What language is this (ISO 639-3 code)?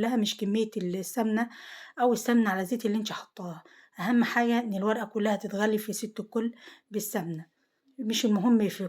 arz